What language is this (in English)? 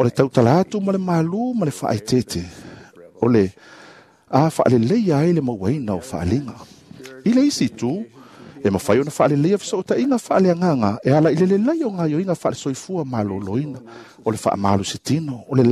Samoan